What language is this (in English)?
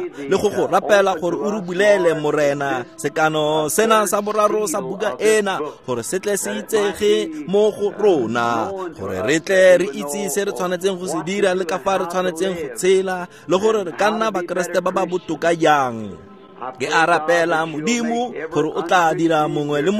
Tswana